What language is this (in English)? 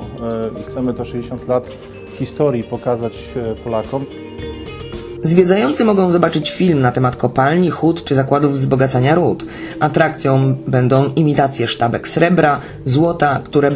Polish